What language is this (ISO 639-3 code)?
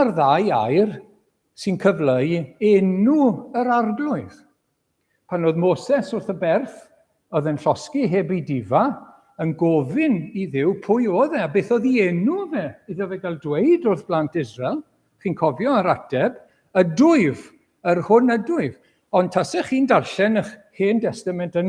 cym